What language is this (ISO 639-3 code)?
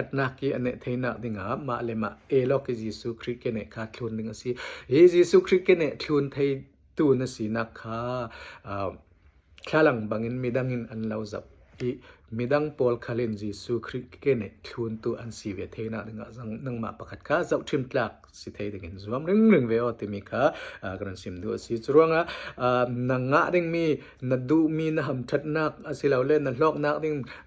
cfm